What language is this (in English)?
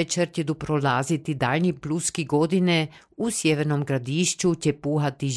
Croatian